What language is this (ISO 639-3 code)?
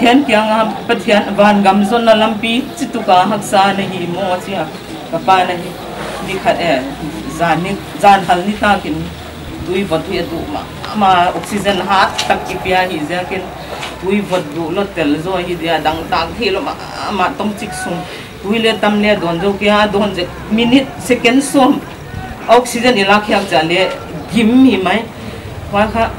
pck